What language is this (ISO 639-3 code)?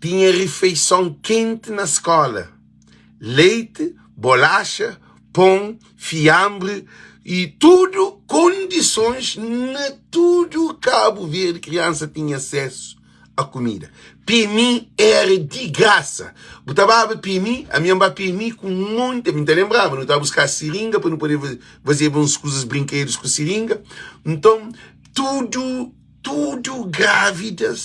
kea